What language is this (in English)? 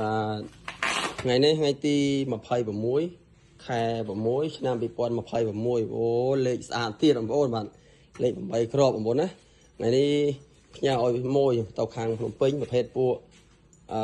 Khmer